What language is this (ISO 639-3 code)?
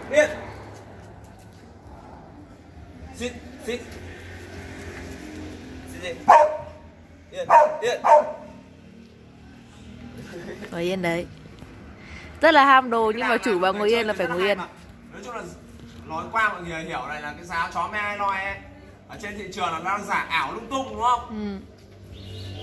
vie